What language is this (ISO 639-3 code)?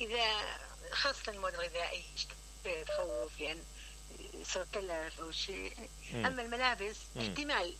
acm